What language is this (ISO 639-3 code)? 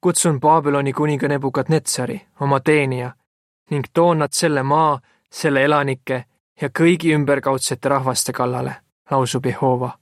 est